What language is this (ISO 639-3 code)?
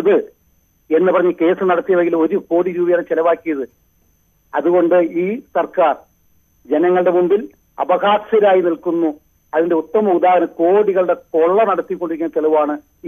mal